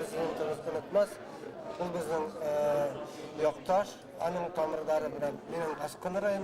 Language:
Bashkir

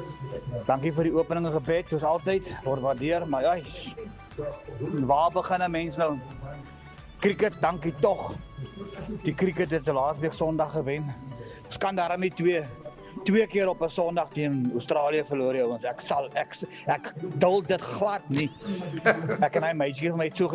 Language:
Afrikaans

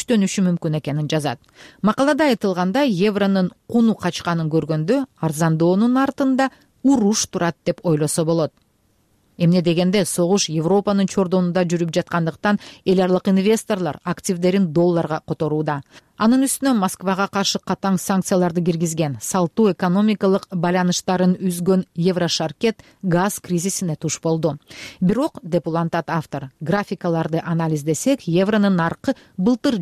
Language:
Kyrgyz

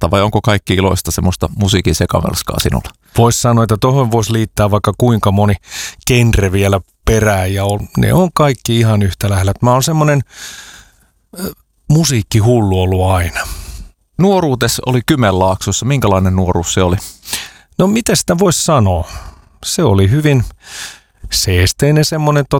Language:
Finnish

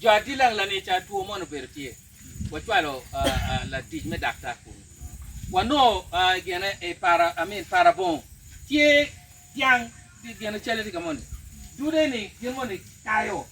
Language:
Acoli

